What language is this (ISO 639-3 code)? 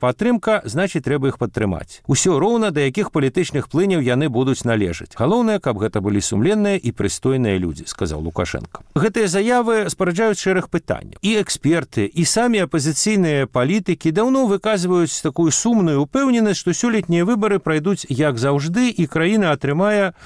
bel